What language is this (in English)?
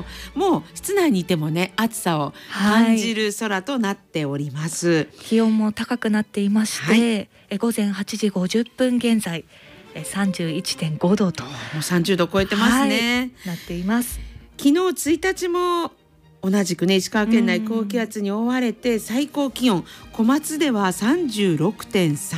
Japanese